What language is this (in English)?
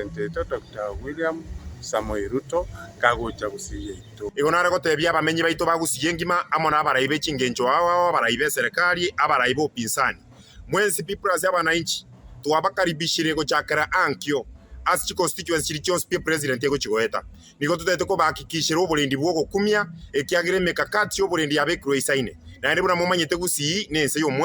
Gusii